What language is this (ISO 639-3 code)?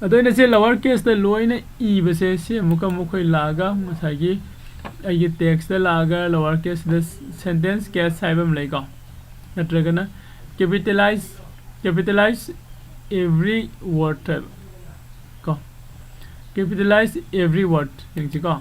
mni